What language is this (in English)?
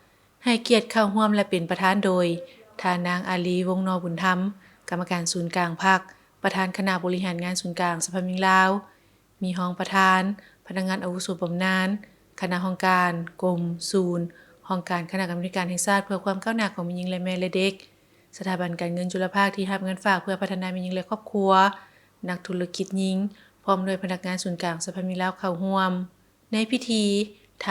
Lao